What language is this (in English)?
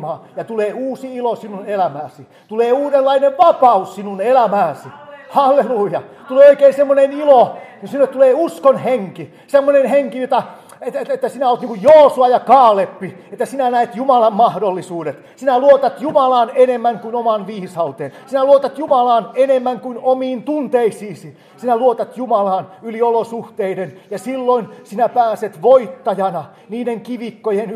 Finnish